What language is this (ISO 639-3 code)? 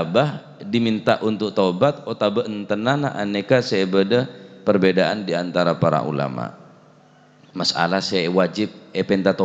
mad